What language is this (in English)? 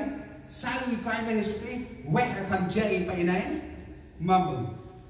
Central Mnong